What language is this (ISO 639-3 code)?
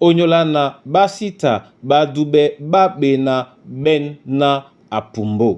dua